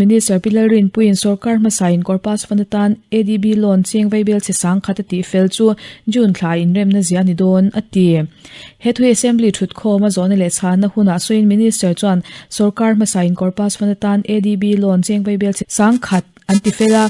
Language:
Mizo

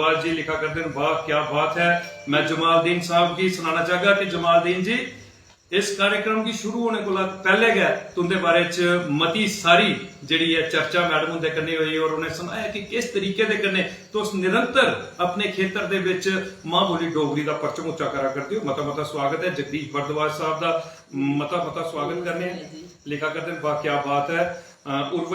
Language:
Dogri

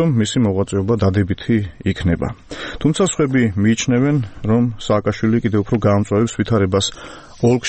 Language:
Georgian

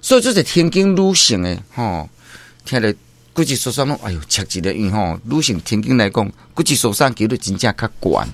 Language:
Min Nan Chinese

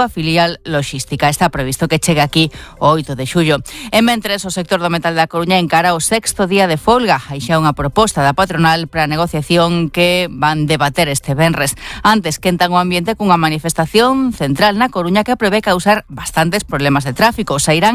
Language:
Galician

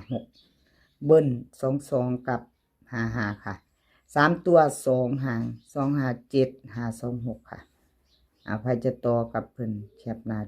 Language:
Northeastern Thai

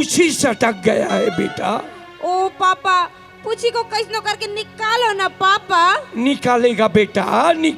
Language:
Chhattisgarhi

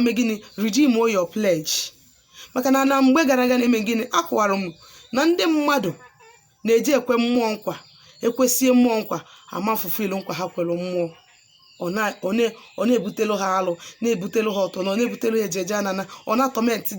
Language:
Igbo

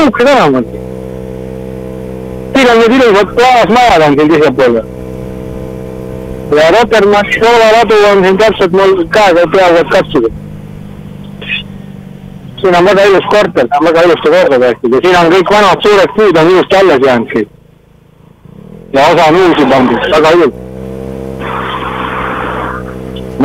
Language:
Estonian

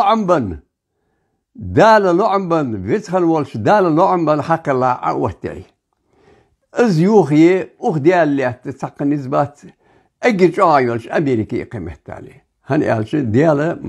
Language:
Ingush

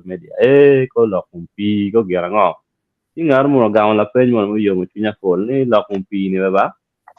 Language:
Acoli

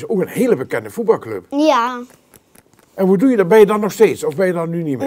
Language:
Limburgish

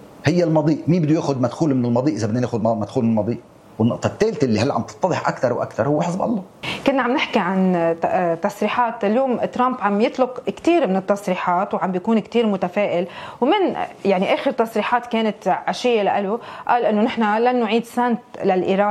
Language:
North Levantine Arabic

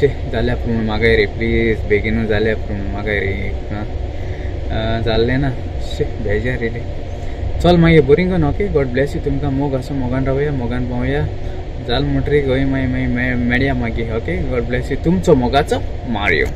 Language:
Konkani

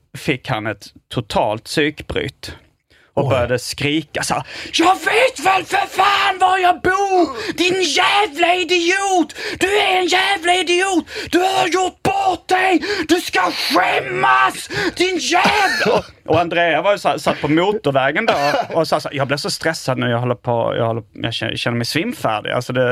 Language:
Swedish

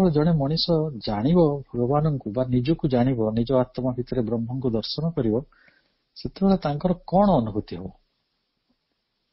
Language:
Odia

